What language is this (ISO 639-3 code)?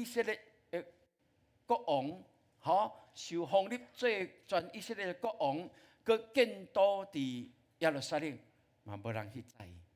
nan